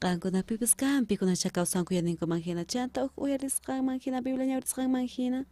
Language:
South Bolivian Quechua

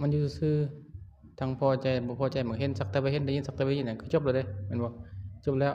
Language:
Lao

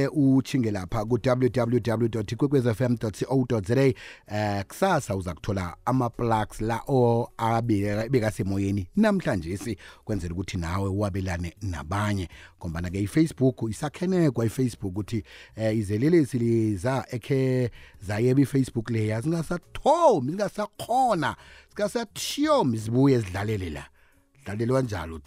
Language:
South Ndebele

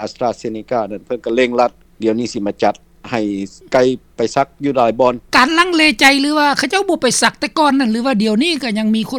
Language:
Lao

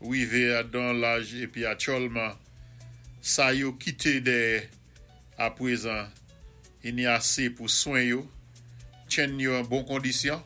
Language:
Saint Lucian Creole French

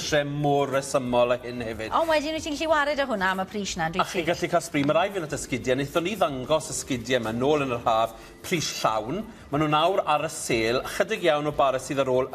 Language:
Welsh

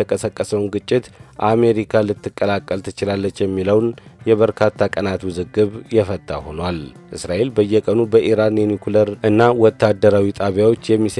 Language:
Amharic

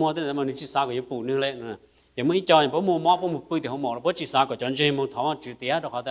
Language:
Hmong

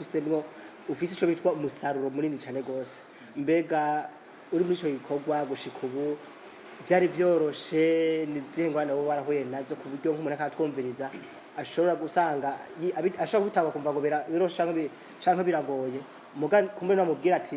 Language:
Rundi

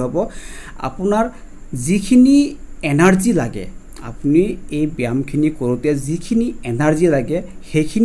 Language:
Assamese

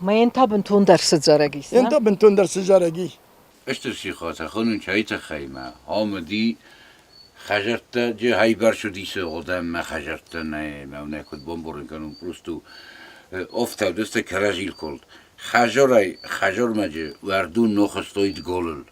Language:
Ossetic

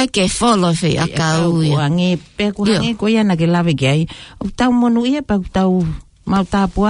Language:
Tongan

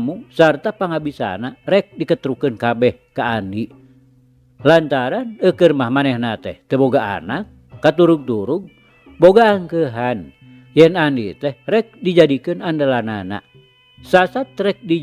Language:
Sundanese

